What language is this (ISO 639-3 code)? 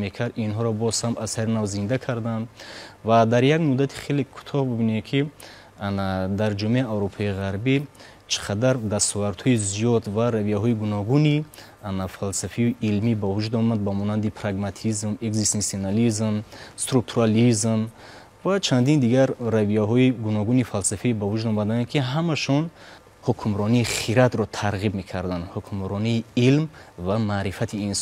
tgk